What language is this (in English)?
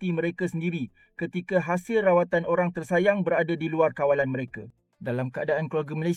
Malay